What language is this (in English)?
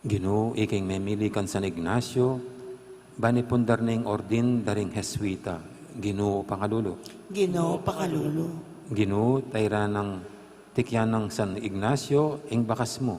Pampanga